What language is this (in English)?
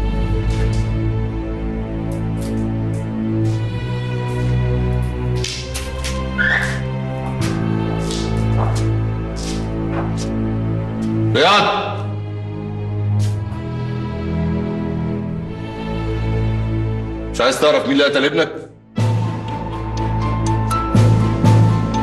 Egyptian Arabic